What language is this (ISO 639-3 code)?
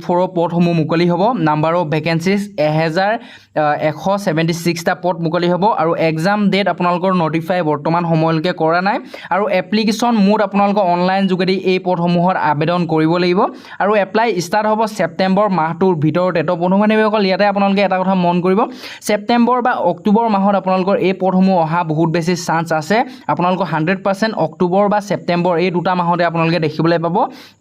asm